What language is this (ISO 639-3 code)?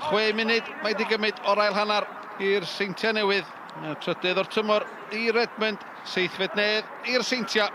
cym